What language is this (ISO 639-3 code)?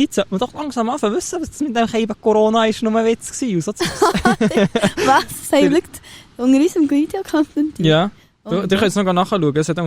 gsw